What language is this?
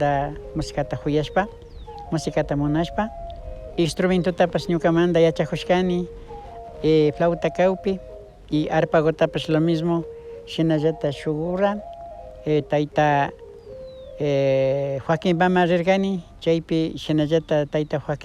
Imbabura Highland Quichua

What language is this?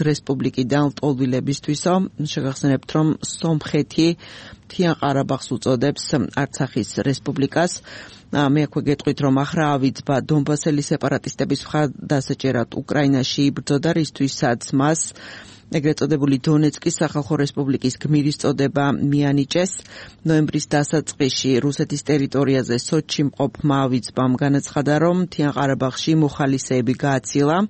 Georgian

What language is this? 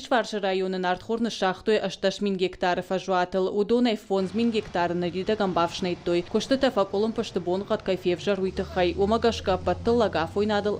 Ossetic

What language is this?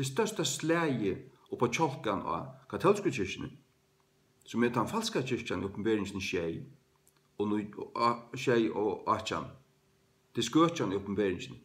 Faroese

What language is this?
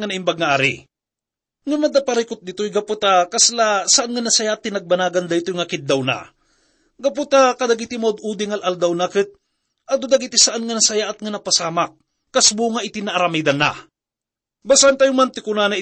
Iloko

